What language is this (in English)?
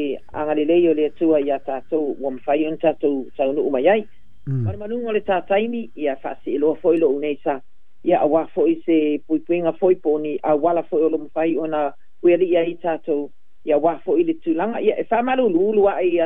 Samoan